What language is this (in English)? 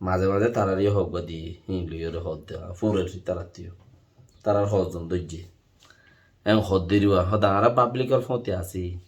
Rohingya